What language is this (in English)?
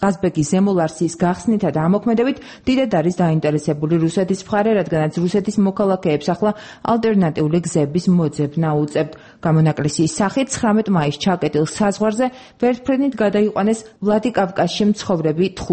Georgian